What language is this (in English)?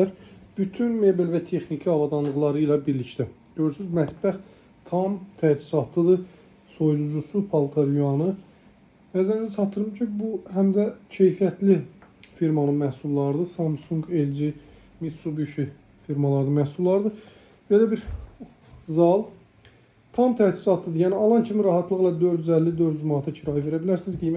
Azerbaijani